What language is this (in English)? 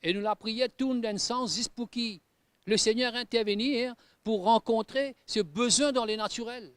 Morisyen